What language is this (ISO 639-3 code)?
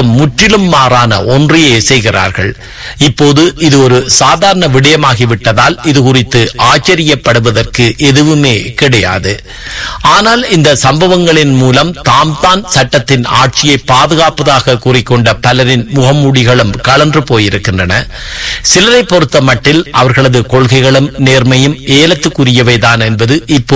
tam